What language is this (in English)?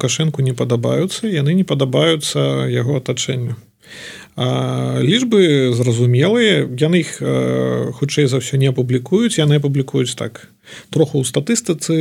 Belarusian